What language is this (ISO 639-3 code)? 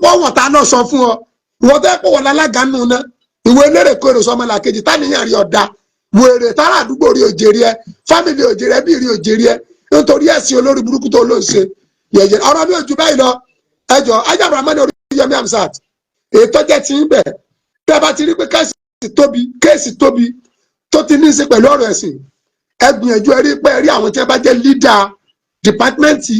yor